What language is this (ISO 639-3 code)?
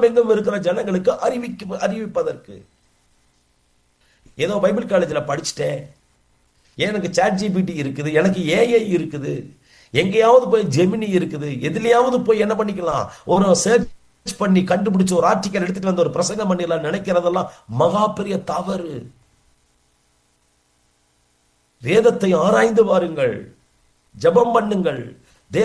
tam